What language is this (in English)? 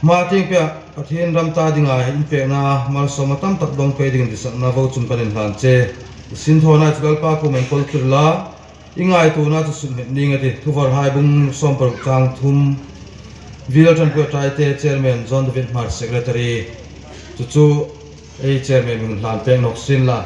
Hmar